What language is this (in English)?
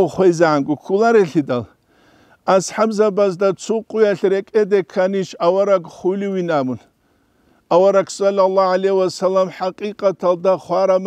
Avaric